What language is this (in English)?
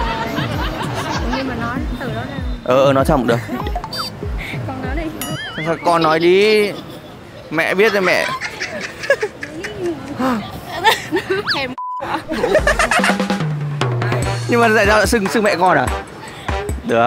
Vietnamese